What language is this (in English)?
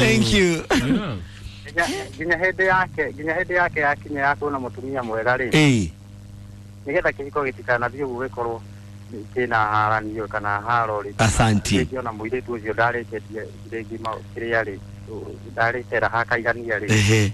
Kikuyu